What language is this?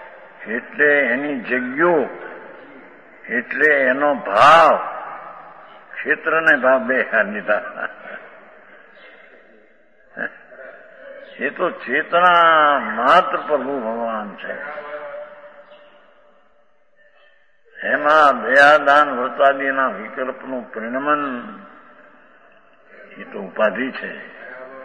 Gujarati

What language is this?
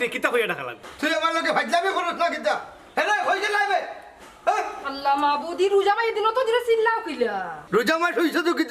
Sylheti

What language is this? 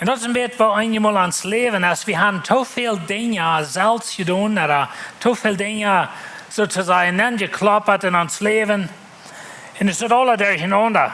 Plautdietsch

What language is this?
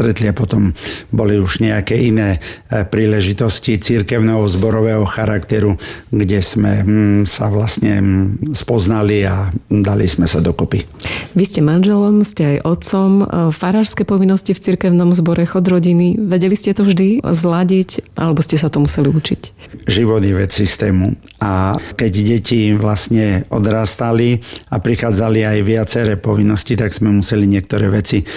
Slovak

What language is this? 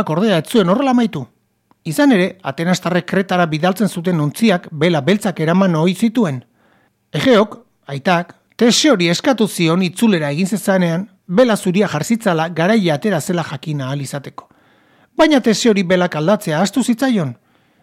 Basque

